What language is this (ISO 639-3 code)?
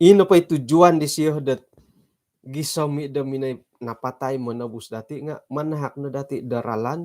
dtp